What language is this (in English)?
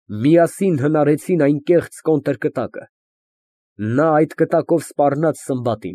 Armenian